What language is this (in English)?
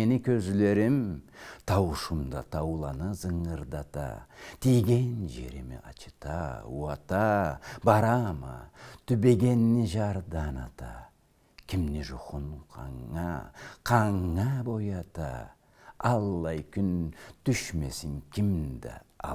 Karachay-Balkar